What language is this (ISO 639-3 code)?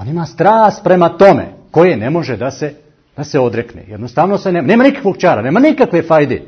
bos